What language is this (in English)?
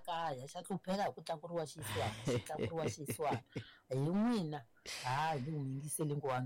Tsonga